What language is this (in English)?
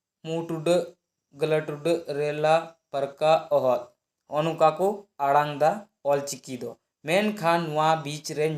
Santali